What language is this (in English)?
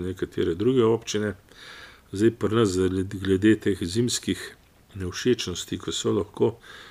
Slovenian